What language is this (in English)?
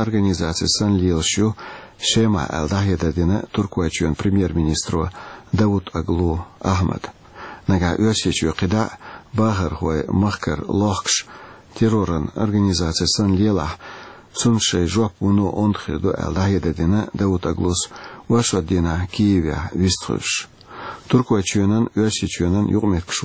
Chechen